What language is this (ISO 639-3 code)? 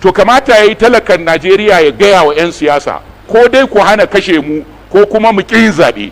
hau